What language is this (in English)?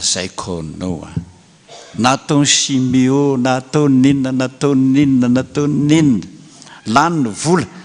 Malagasy